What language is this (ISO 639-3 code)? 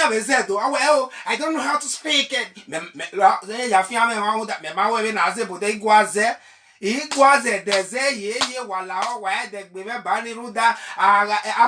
bin